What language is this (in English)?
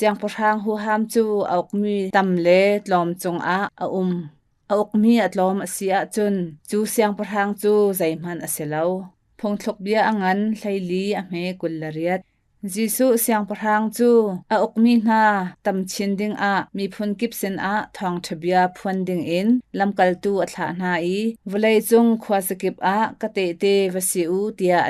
Hakha Chin